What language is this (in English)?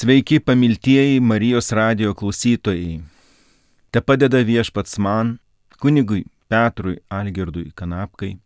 Lithuanian